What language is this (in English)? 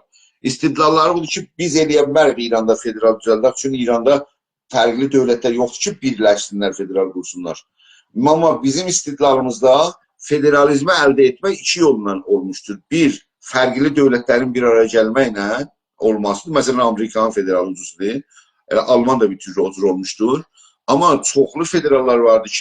South Azerbaijani